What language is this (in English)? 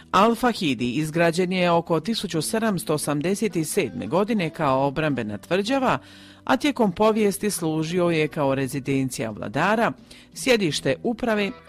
Croatian